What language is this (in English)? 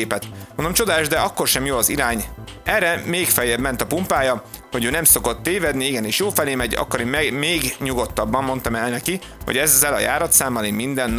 Hungarian